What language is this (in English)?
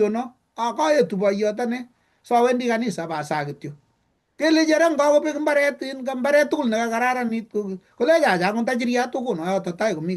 Kalenjin